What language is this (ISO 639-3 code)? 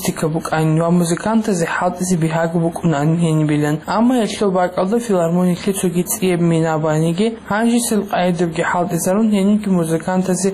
ava